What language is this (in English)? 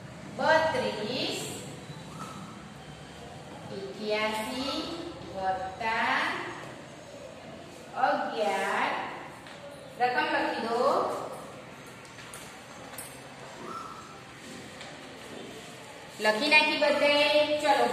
Gujarati